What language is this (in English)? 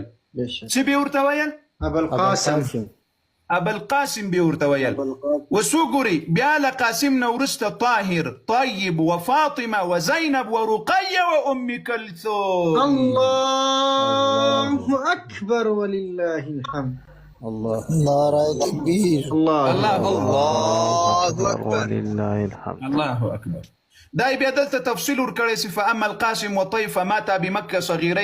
Pashto